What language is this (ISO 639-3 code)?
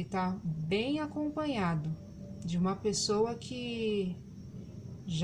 por